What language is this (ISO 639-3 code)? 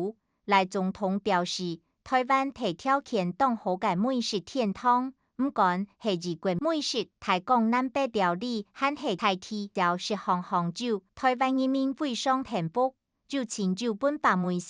hak